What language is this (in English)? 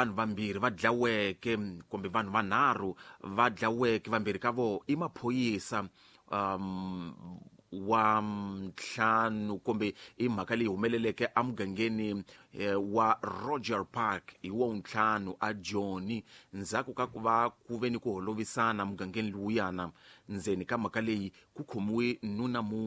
Tsonga